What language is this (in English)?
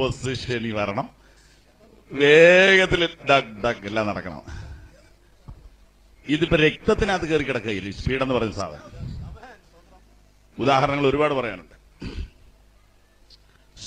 Malayalam